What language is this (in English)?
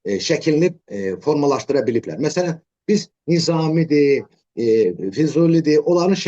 Azerbaijani